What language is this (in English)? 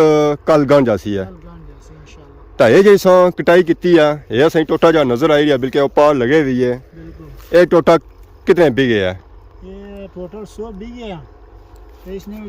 Pahari-Potwari